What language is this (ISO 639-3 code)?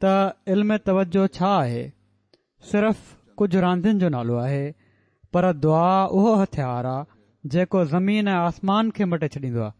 snd